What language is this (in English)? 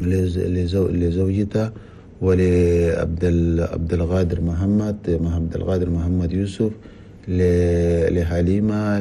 Chadian Arabic